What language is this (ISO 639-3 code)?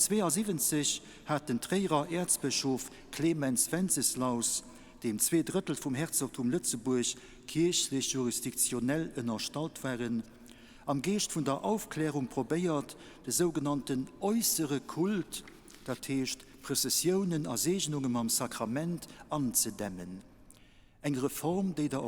ltz